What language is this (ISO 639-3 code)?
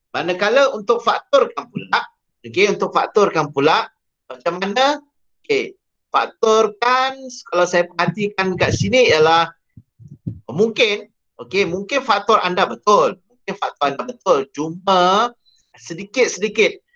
msa